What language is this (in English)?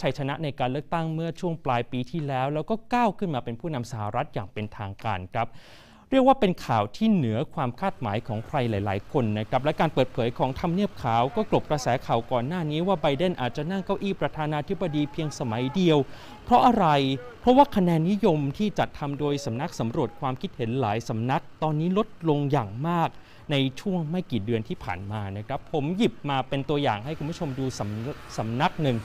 Thai